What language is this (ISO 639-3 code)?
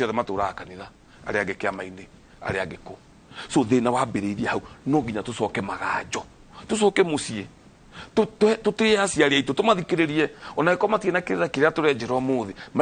kik